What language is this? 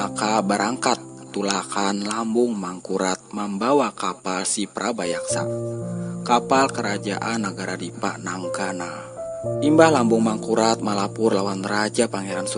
Banjar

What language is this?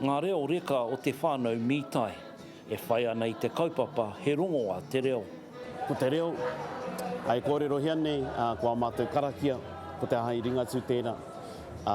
Māori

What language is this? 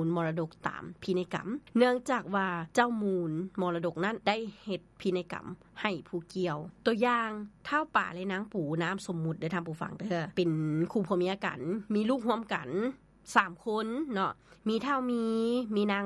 Lao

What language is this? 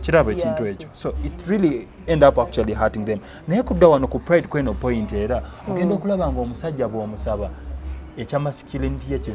Ganda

